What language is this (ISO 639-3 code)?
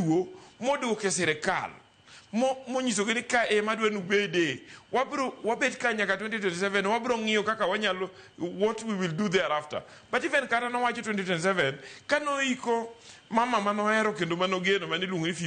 luo